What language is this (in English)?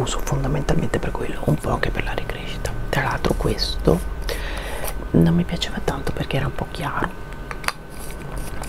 Italian